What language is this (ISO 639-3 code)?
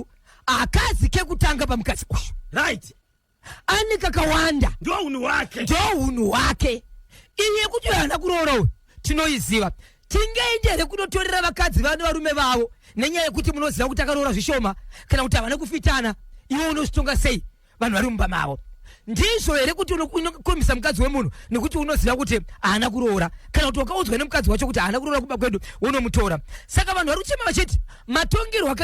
sna